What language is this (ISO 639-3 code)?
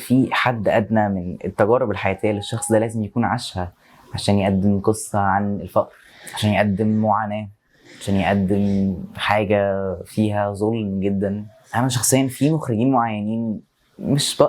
arz